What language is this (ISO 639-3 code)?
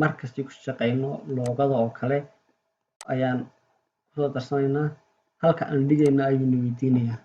som